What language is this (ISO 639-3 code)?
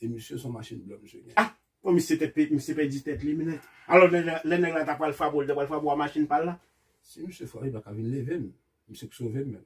hat